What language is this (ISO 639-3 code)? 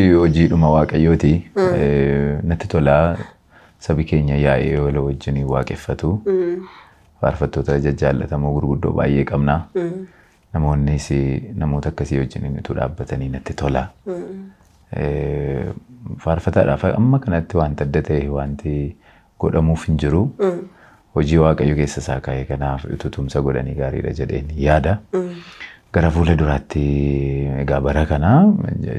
orm